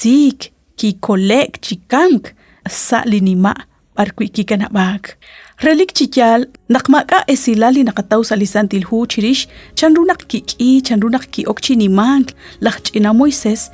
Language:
Kekchí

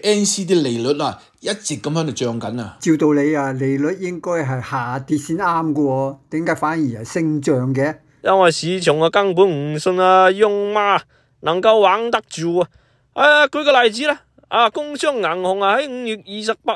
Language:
Cantonese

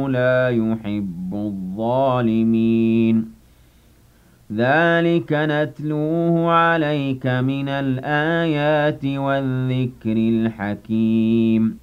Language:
Arabic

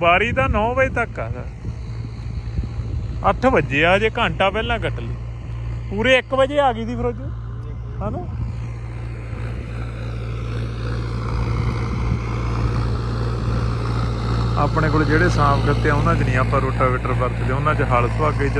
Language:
Punjabi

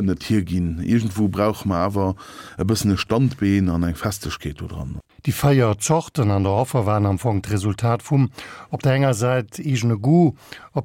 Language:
Luxembourgish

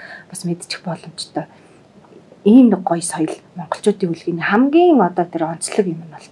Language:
Mongolian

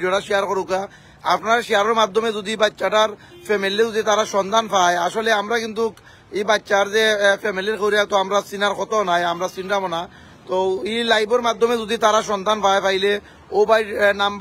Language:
Sylheti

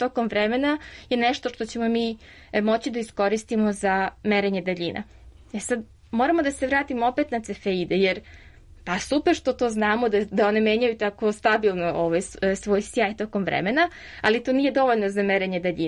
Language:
Serbian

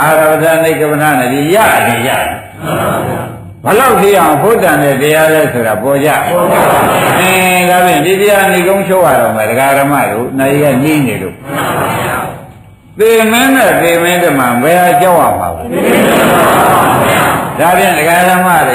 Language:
Burmese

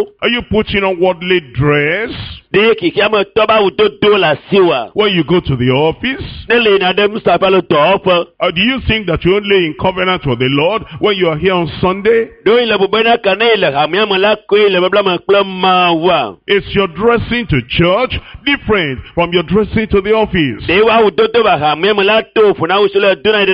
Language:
Ewe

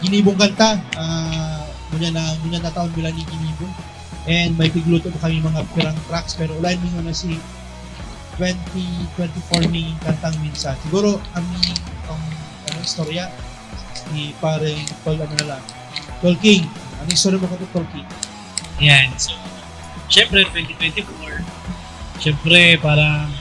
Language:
Bikol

